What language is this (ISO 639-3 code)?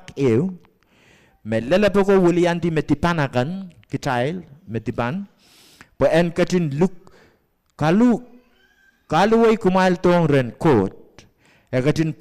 pon